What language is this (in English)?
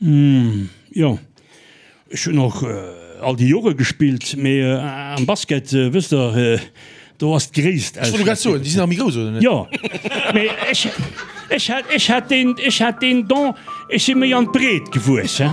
Luxembourgish